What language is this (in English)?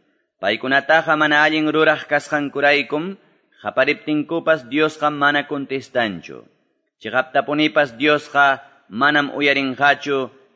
Quechua